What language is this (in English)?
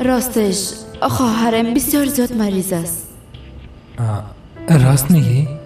Persian